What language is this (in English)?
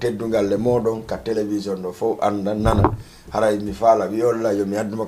Fula